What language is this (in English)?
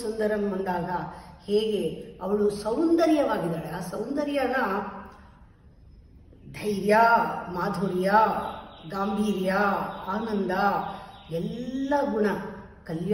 Kannada